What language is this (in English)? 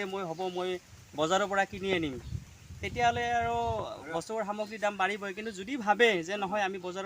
Assamese